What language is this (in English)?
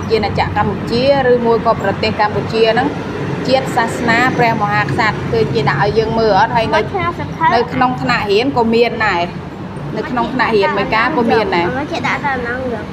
Khmer